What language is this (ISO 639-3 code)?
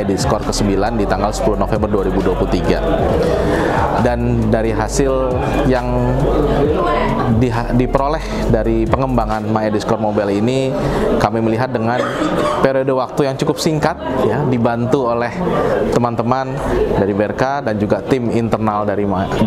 ind